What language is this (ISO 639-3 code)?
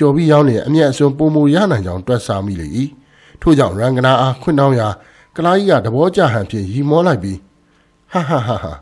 mya